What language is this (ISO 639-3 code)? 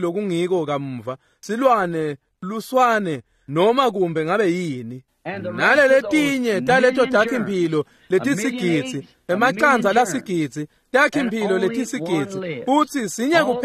ssw